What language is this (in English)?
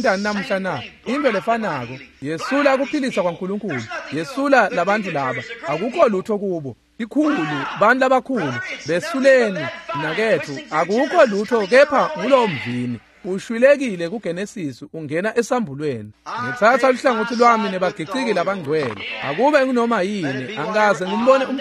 Swati